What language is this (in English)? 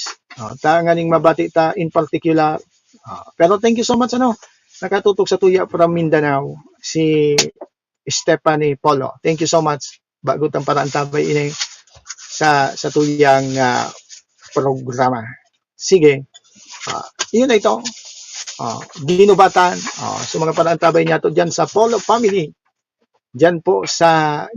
Bikol